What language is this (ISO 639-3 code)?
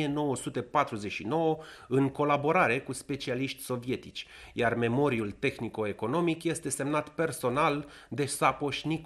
ron